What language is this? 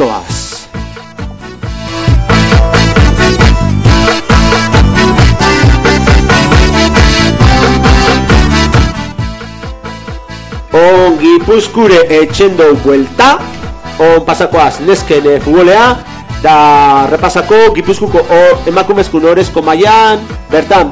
Basque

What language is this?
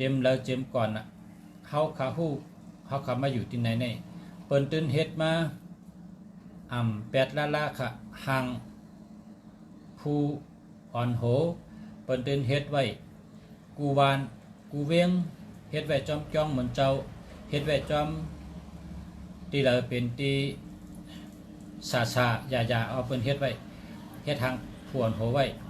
Shan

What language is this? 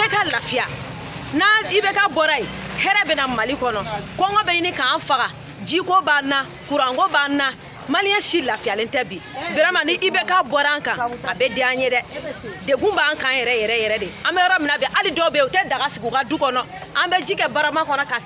Bambara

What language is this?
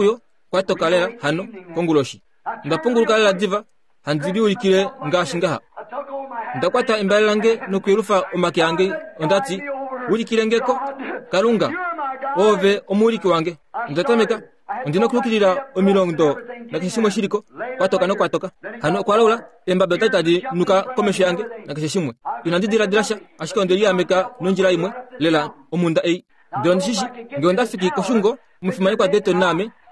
Kuanyama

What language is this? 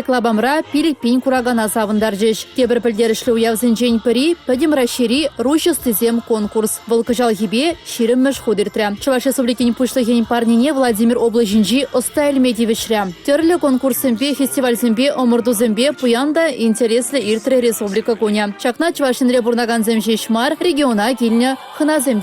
Chuvash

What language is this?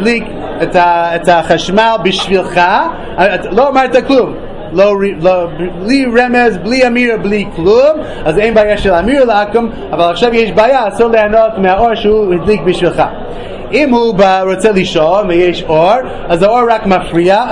Hebrew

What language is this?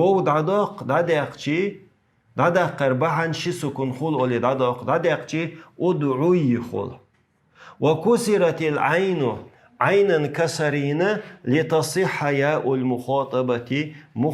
Chechen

